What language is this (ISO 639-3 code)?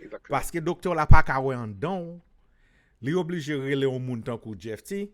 hat